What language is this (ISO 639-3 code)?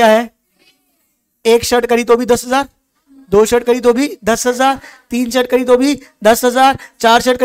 hin